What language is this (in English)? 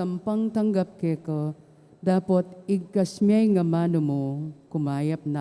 Pampanga